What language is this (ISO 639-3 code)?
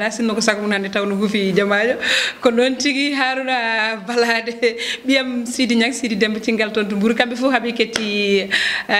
ful